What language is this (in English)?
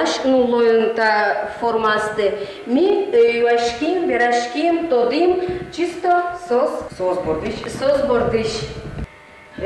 Udmurt